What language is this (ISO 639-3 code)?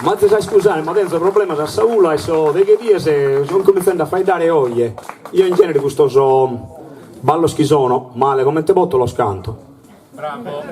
srd